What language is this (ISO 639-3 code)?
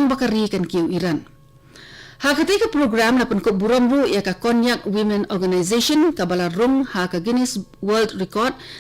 kha